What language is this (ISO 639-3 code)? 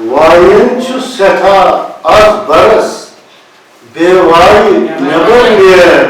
kas